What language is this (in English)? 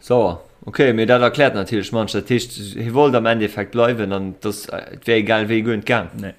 Luxembourgish